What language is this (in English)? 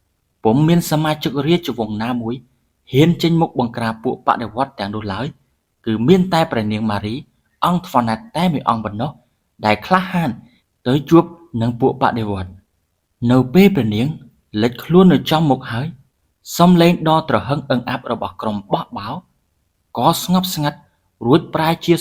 Khmer